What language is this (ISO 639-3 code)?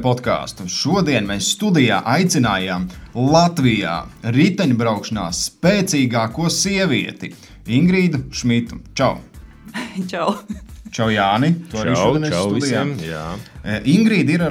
lav